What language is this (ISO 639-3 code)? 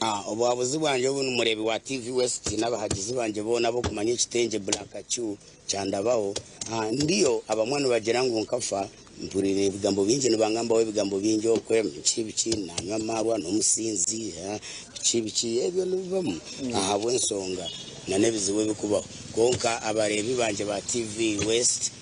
nyn